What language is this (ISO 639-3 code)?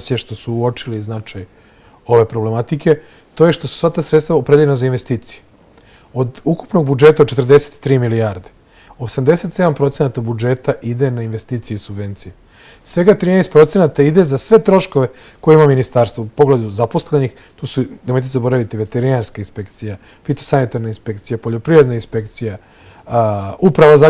srp